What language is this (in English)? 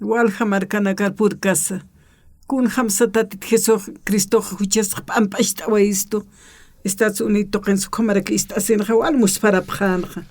Aymara